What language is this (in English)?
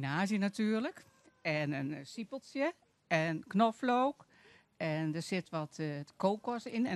Western Frisian